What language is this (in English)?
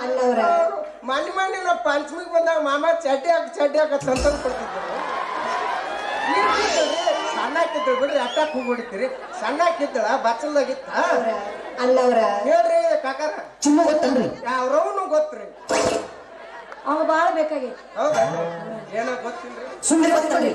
Kannada